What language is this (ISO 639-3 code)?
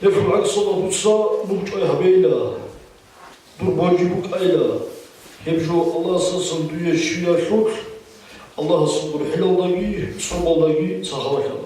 ava